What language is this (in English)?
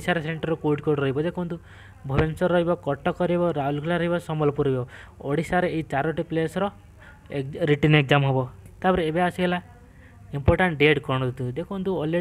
Odia